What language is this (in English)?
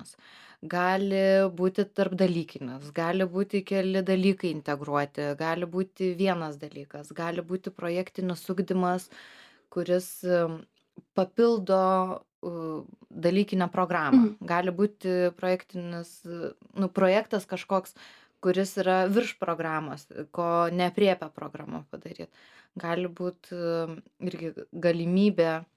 Lithuanian